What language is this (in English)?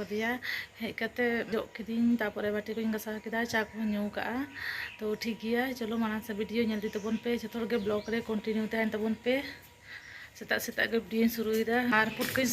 Santali